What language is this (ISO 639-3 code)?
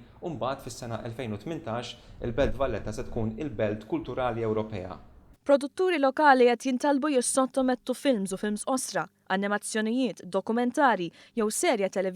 mlt